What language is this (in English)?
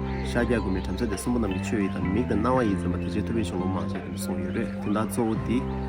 Tibetan